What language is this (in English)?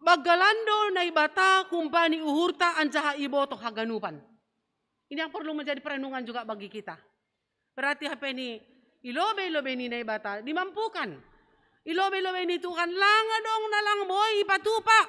Batak Simalungun